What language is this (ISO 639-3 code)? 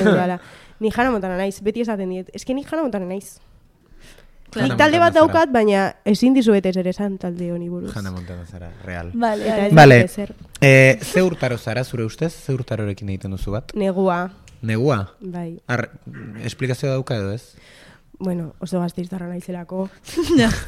eus